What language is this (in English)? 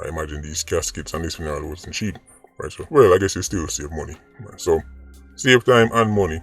Jamaican Creole English